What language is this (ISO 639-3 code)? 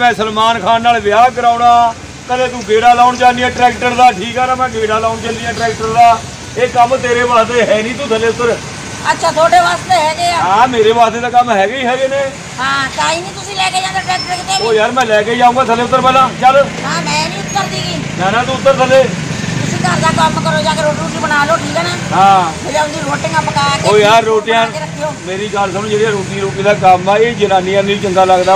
pan